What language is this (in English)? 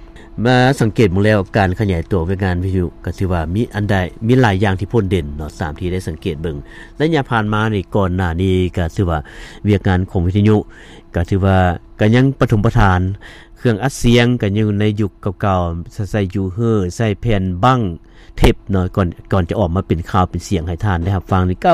Lao